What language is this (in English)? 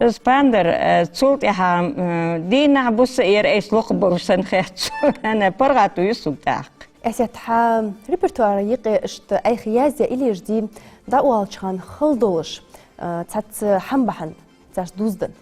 Ingush